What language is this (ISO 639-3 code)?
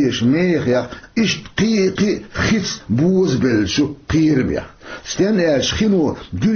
che